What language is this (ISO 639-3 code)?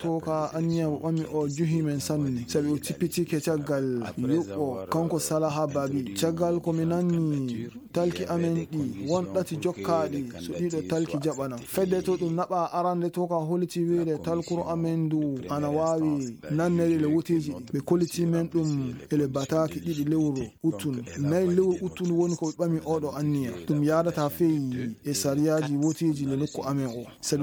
ffm